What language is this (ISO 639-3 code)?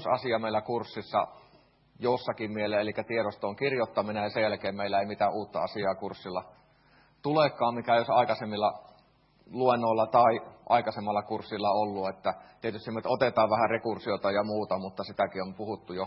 fin